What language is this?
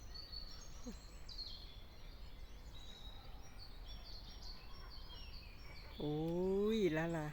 Lao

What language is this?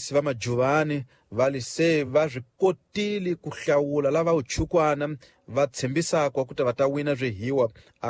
Tsonga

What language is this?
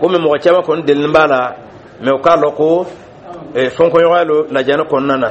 Dyula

